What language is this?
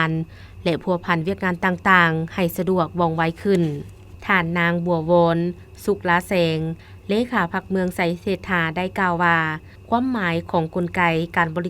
Lao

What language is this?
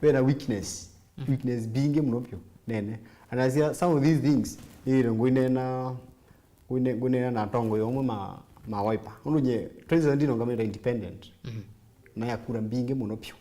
Kamba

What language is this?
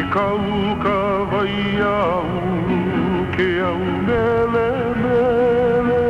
Hawaiian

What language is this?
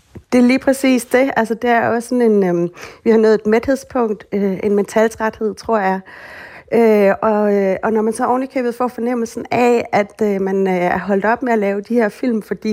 Danish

